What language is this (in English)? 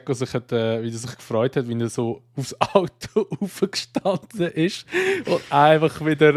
Swiss German